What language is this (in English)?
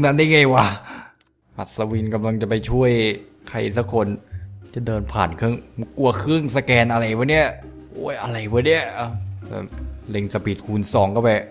Thai